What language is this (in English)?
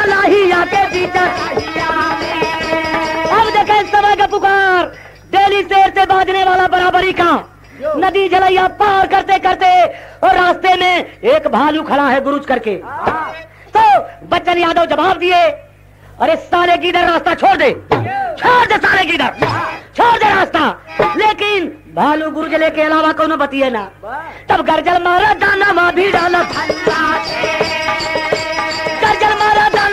Bhojpuri